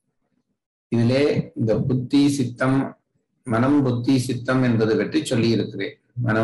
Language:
Tamil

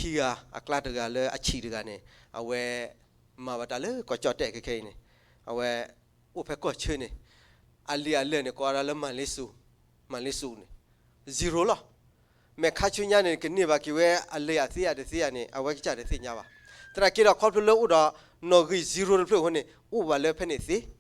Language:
S'gaw Karen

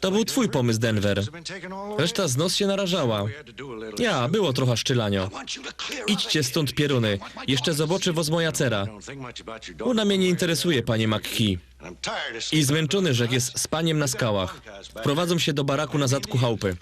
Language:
Silesian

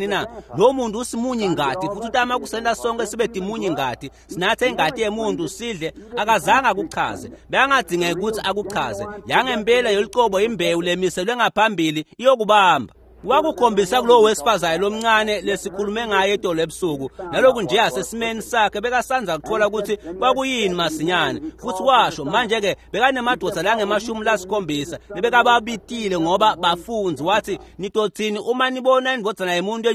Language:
Swati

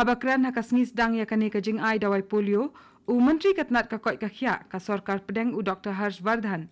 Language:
Khasi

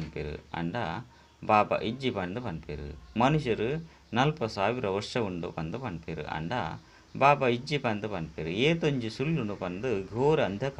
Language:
Tulu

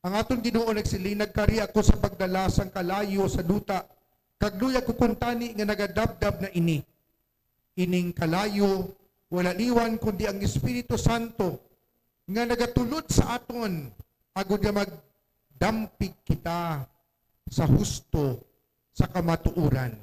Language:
Hiligaynon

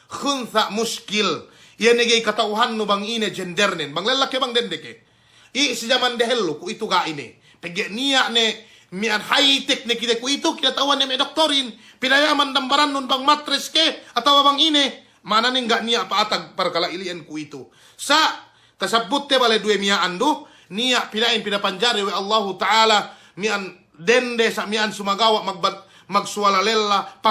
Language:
Yakan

